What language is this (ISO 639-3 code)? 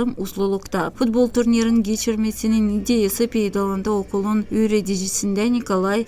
gag